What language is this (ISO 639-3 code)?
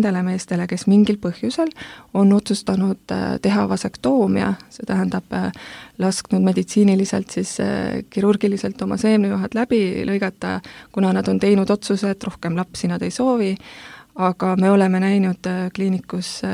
est